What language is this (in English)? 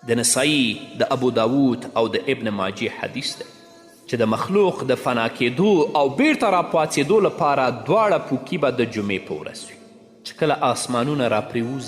Pashto